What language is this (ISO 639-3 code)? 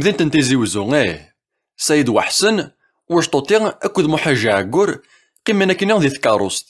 kab